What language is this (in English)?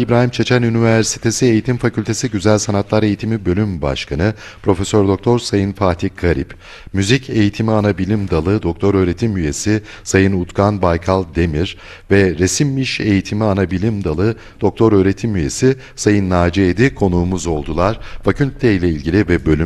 Turkish